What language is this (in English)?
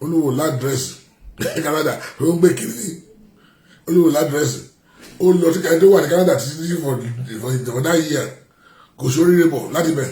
Yoruba